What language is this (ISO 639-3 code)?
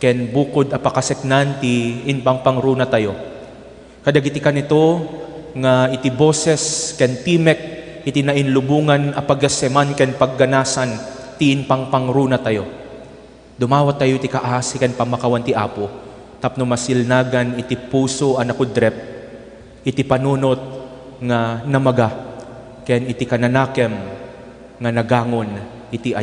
ilo